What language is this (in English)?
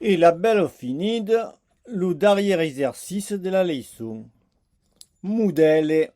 Occitan